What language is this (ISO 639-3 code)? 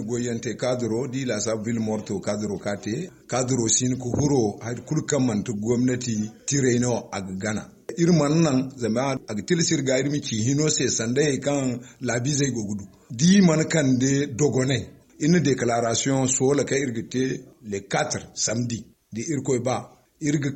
dje